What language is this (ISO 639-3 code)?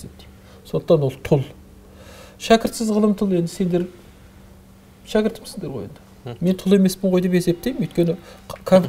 kaz